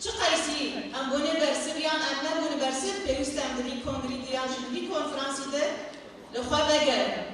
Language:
Kurdish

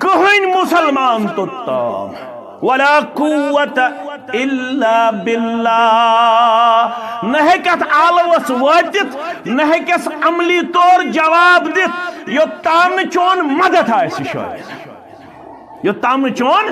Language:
Kashmiri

